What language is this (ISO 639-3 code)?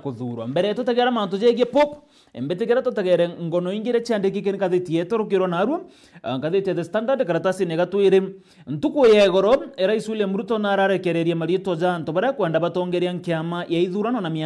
mer